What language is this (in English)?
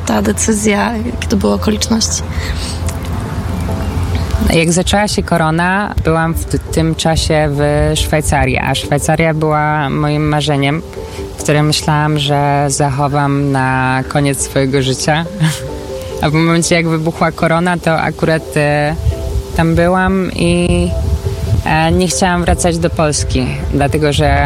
Polish